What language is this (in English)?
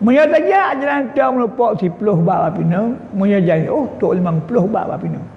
Achinese